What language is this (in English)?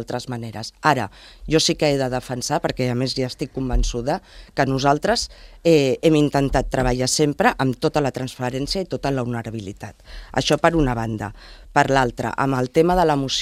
Catalan